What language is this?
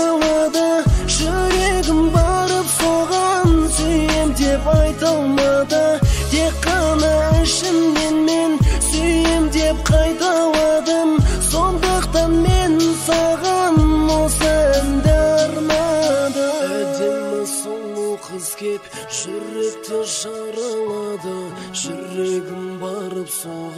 Kazakh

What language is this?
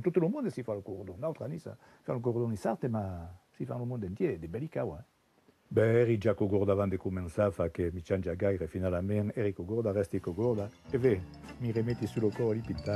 Occitan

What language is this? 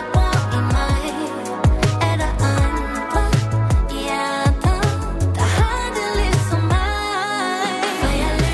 Danish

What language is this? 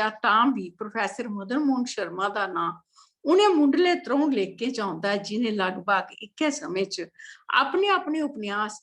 Dogri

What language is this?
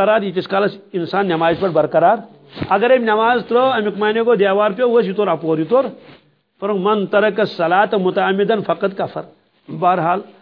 Kashmiri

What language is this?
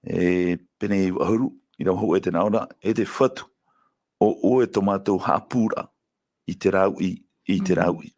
Tahitian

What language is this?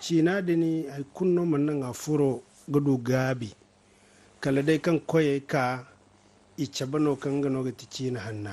Zarma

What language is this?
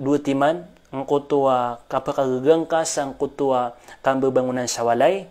Maranao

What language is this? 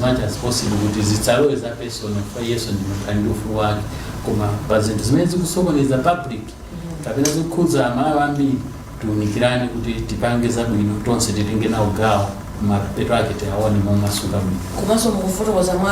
Nyanja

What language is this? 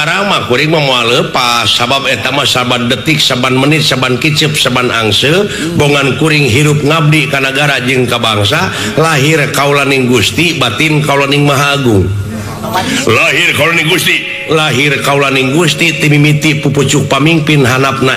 Sundanese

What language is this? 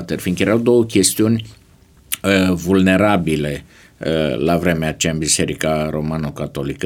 Romanian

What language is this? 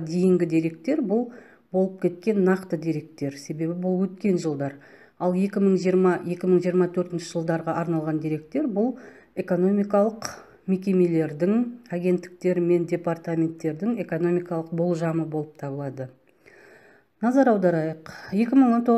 Kazakh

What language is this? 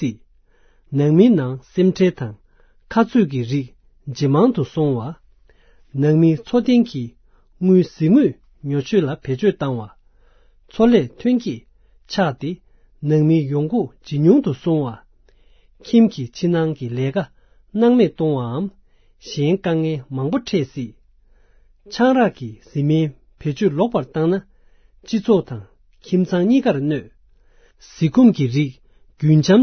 Tibetan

